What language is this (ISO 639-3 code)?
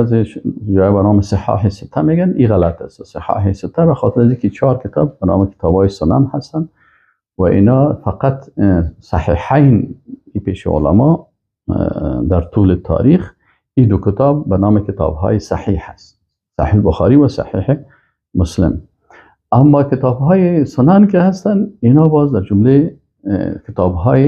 fas